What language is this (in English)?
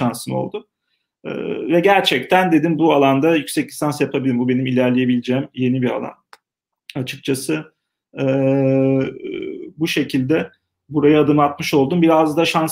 Turkish